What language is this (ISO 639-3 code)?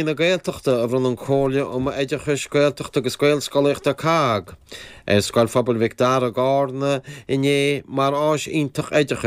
gle